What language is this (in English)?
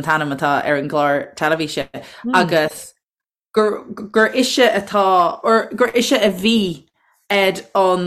Irish